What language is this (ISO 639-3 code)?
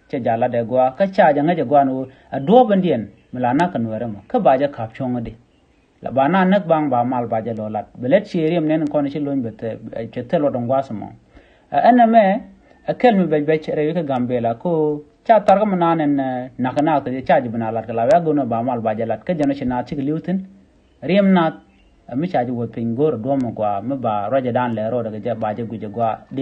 nus